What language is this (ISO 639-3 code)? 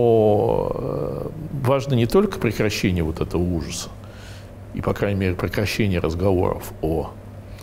rus